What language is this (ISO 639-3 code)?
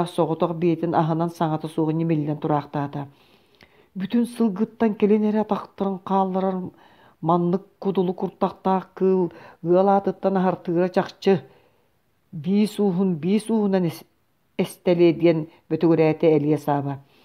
sah